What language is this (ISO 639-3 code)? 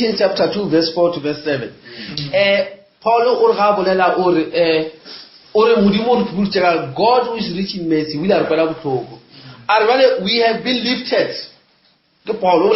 nso